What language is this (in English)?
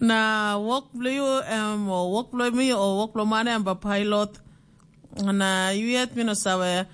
Tok Pisin